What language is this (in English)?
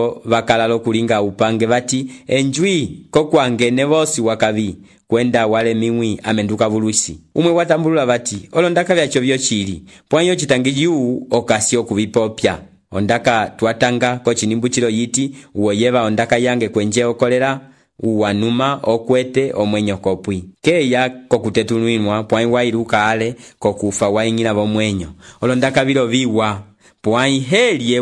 Umbundu